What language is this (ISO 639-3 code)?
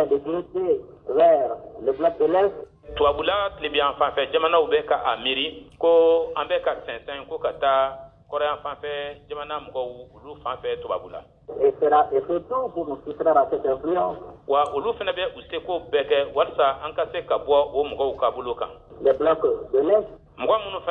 bam